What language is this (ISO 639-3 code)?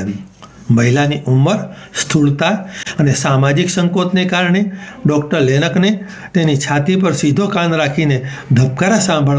guj